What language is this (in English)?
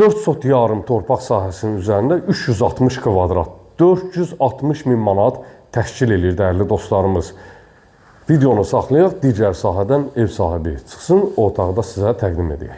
Azerbaijani